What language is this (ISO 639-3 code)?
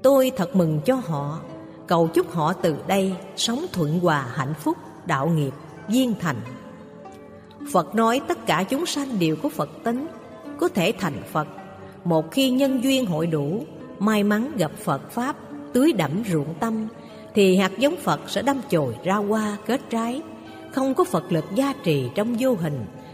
vie